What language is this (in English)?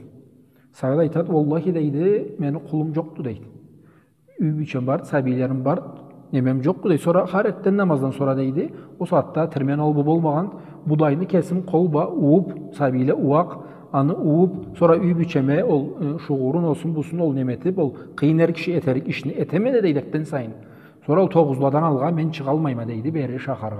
Karachay-Balkar